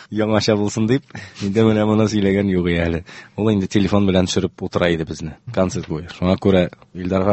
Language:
Tatar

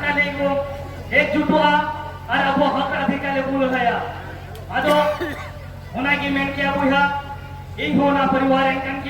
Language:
Santali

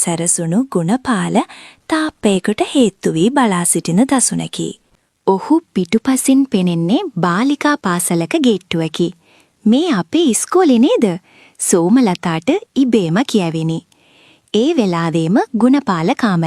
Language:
Sinhala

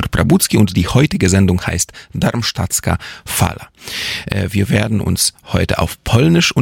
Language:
Polish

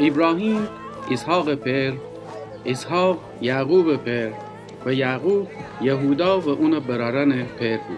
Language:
Gilaki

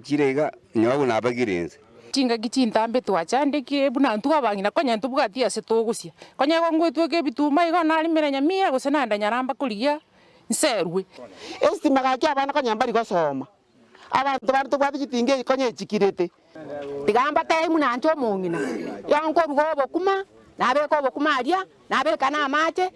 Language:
Gusii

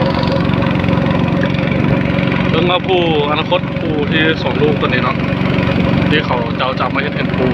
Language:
Lao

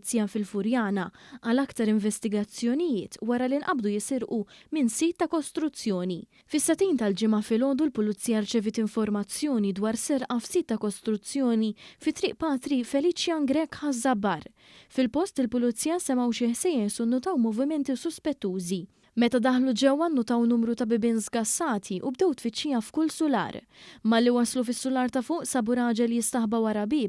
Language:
Maltese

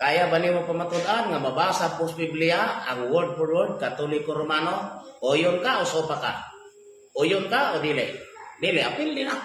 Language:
Cebuano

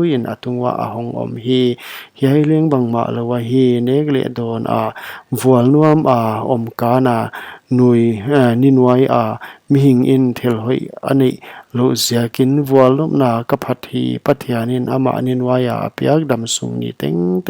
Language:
Paite Chin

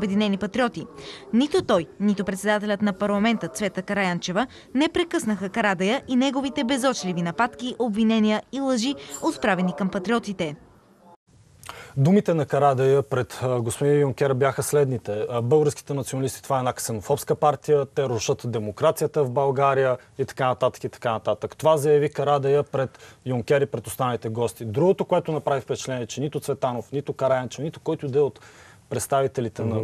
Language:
Bulgarian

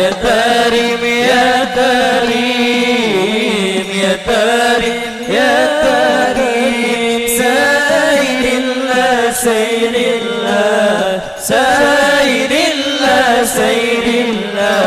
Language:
Banjar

